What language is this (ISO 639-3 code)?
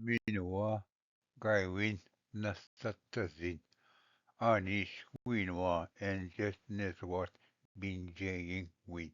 oji